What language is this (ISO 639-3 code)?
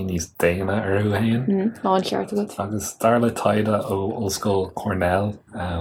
gle